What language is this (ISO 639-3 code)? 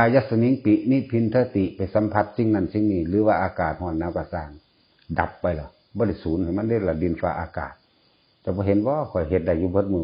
tts